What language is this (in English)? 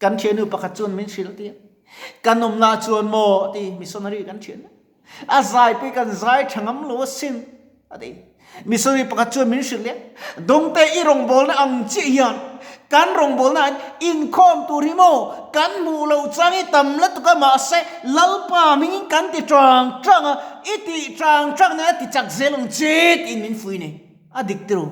Mizo